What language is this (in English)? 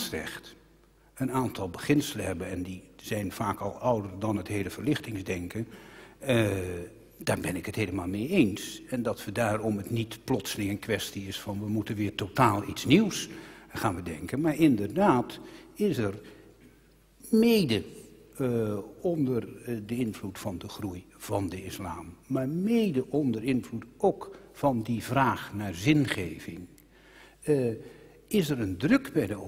Dutch